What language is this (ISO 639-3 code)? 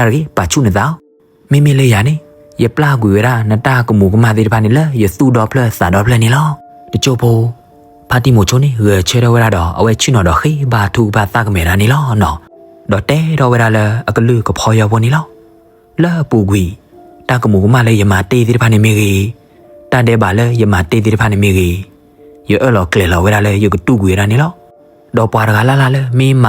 ksw